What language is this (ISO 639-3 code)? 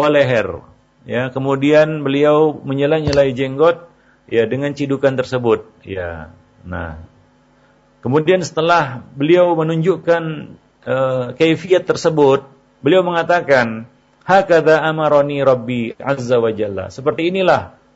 ind